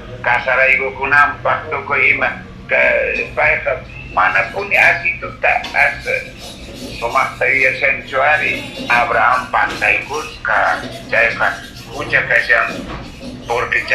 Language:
Quechua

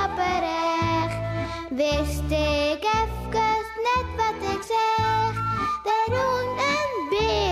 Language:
Western Frisian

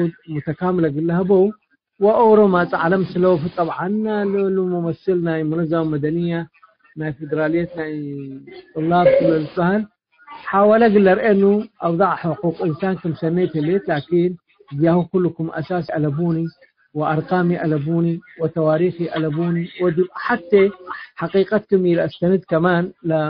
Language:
Tigre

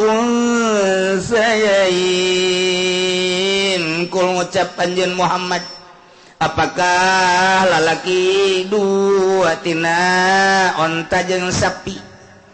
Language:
Sundanese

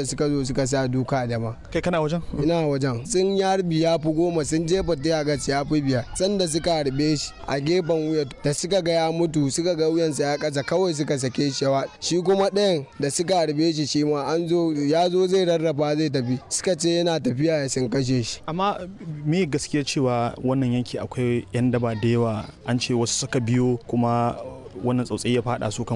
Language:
Hausa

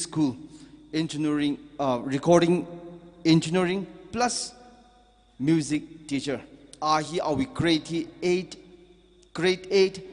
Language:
Tangkhul Naga (India)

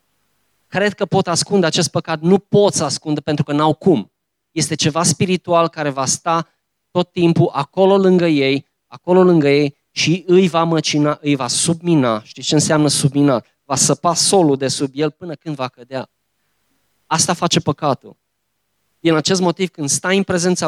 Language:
Romanian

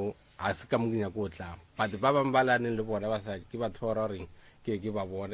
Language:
Northern Sotho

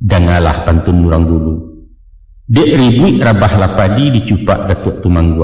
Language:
Minangkabau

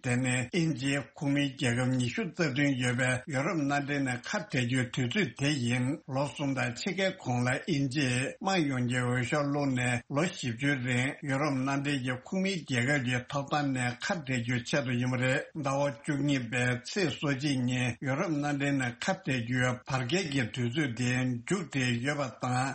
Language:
Tibetan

